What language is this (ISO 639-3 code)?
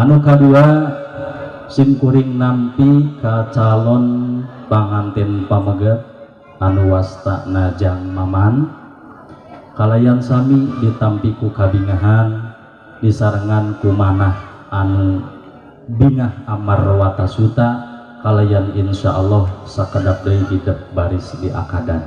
sun